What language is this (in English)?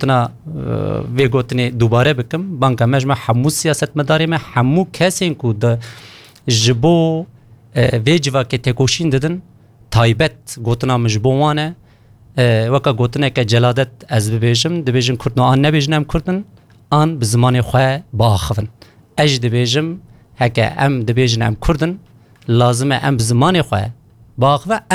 Kurdish